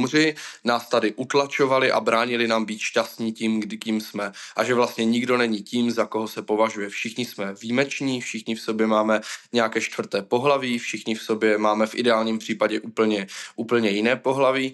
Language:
Czech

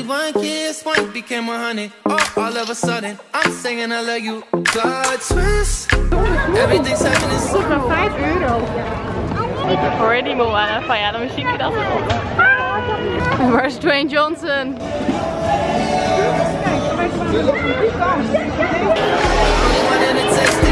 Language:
Dutch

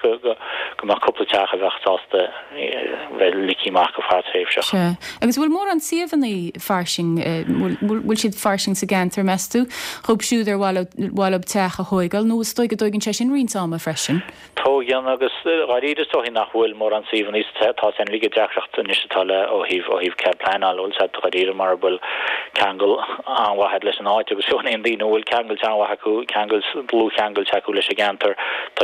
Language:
Irish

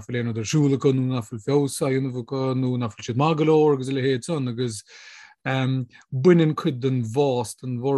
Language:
Irish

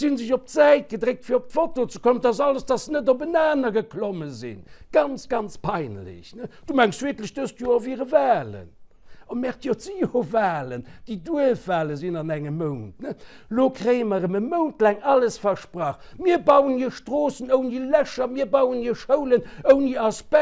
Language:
Luxembourgish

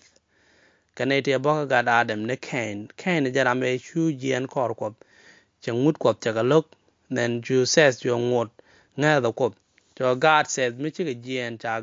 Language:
Nuer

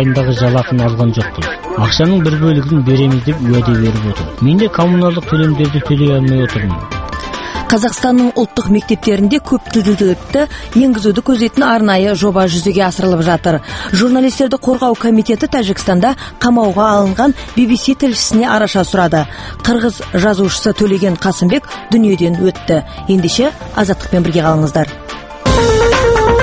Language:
Kazakh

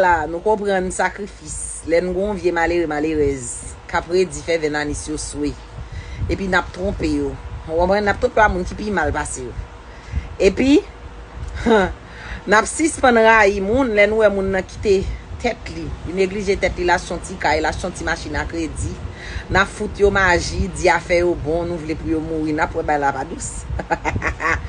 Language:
Haitian Creole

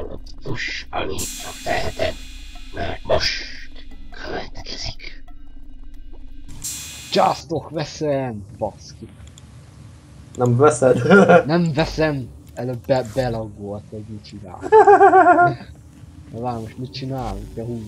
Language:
Hungarian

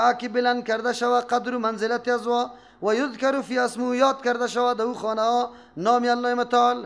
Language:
Persian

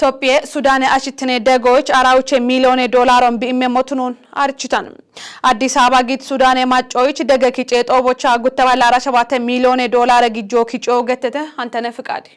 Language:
Kafa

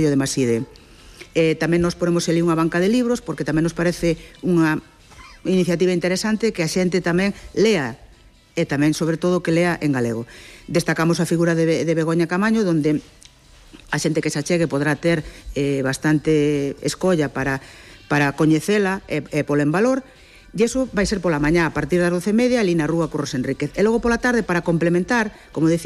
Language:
Galician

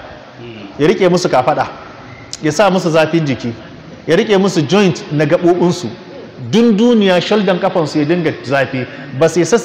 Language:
Hausa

